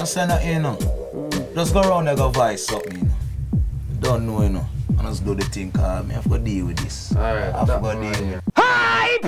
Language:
Jamaican Creole English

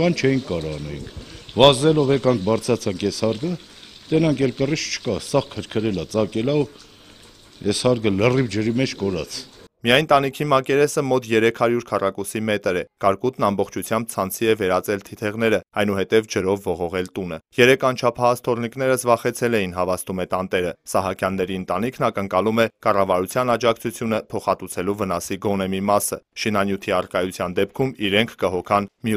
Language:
Armenian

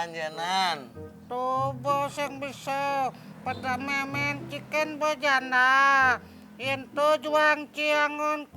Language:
Balinese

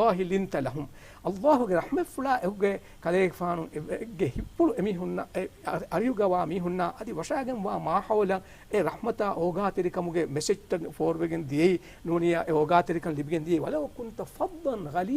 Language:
Divehi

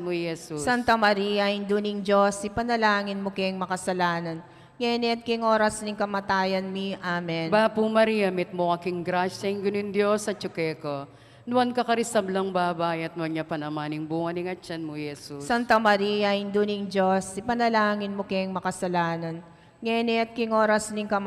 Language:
Pampanga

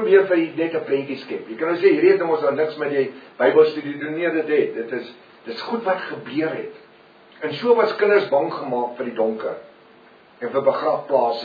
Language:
Afrikaans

